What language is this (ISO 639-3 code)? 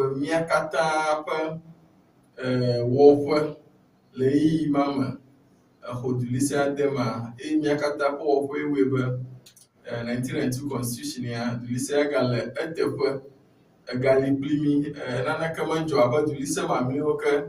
ewe